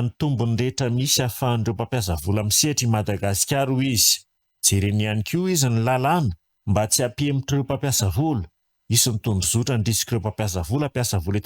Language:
Malagasy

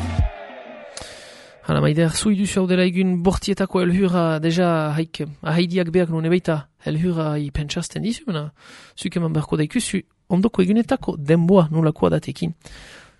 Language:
Basque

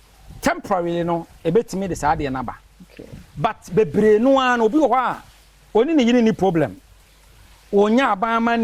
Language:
Akan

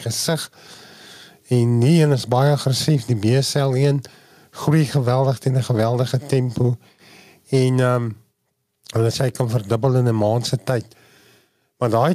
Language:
Afrikaans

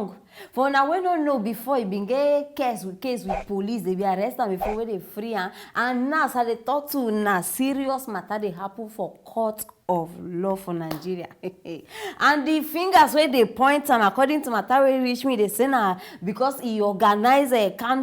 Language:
Nigerian Pidgin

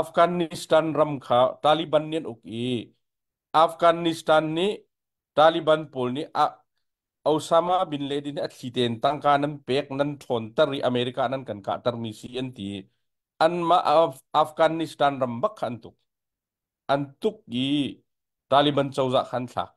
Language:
Hakha Chin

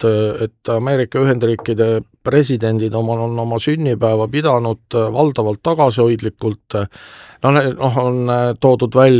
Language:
Estonian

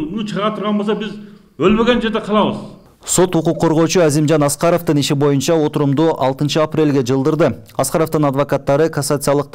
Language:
Kyrgyz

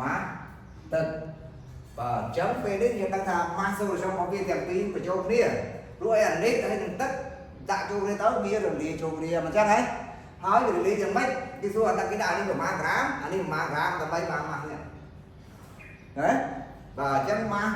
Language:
Khmer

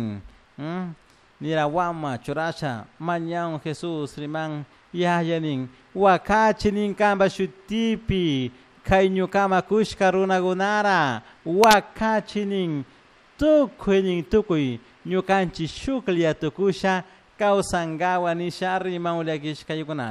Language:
Chimborazo Highland Quichua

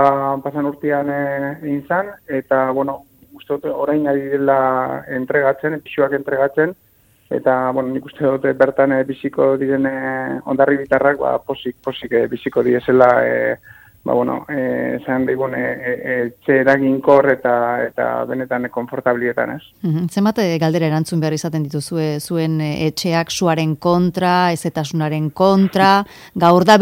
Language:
Basque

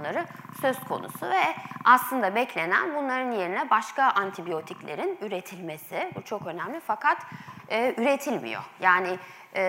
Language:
Turkish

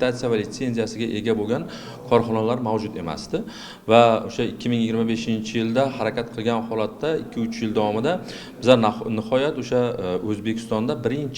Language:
Uzbek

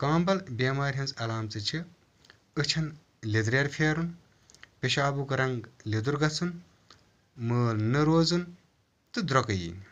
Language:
Kashmiri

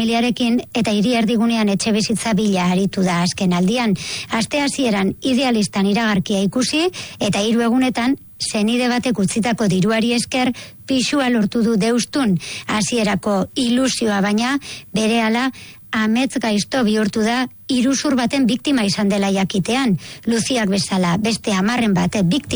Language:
Basque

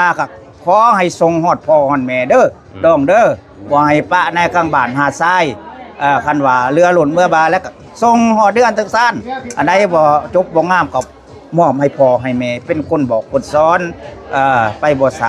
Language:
Lao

